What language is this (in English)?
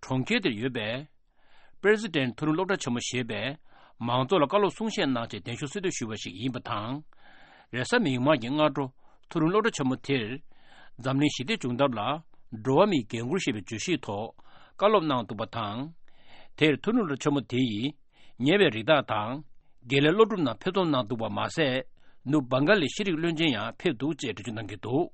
Tibetan